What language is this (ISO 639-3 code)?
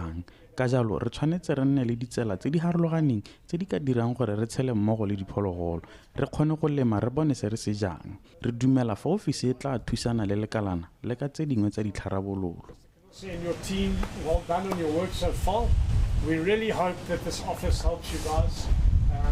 tsn